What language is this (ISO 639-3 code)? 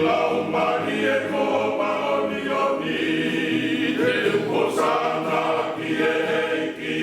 ton